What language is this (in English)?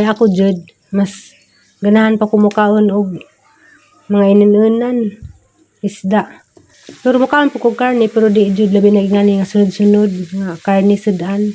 Cebuano